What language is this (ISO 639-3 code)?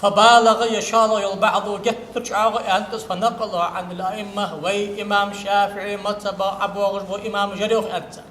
inh